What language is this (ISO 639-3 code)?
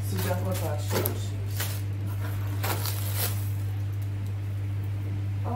tur